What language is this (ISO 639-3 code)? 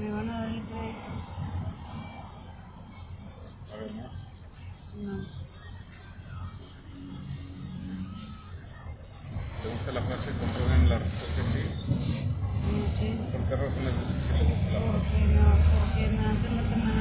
spa